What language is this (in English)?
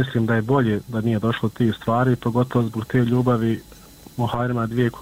Bosnian